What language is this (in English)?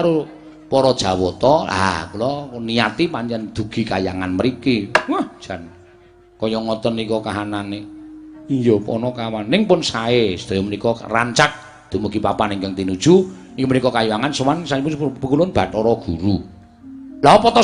Javanese